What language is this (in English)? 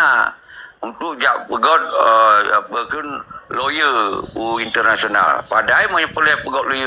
Achinese